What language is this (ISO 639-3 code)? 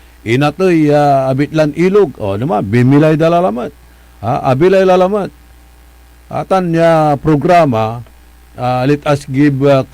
pag